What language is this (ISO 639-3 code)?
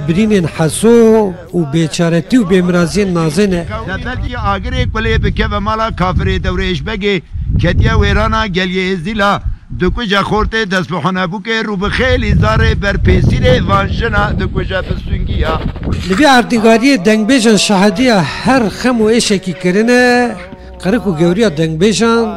kur